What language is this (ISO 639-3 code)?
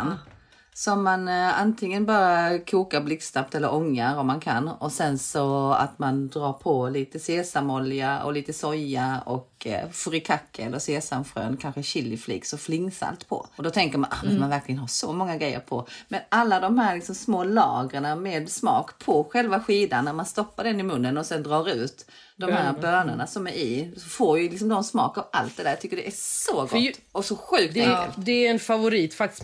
swe